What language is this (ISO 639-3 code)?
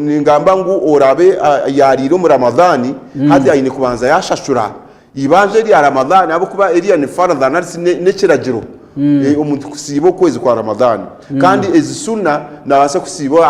nyn